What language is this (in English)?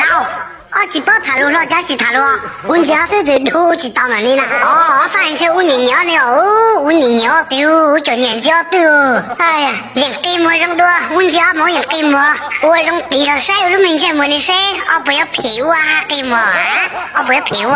Hmong